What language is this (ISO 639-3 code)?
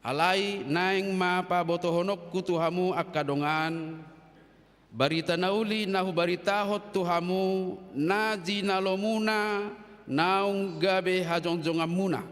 bbc